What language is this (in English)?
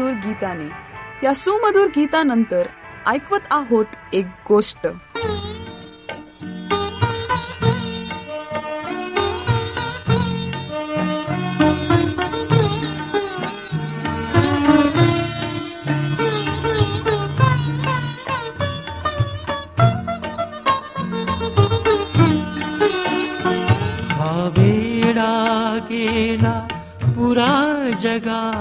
Marathi